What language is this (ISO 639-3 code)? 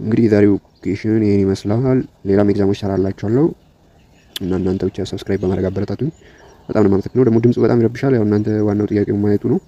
amh